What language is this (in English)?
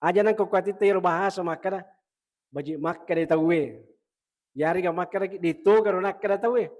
Buginese